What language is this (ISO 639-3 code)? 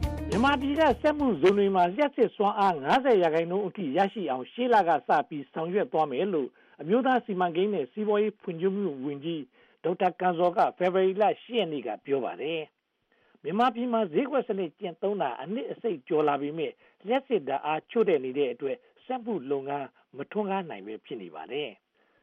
mya